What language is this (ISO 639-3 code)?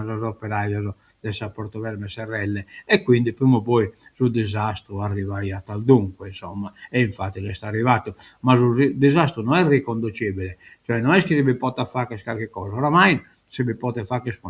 srd